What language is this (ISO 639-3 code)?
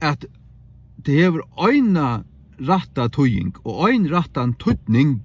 fao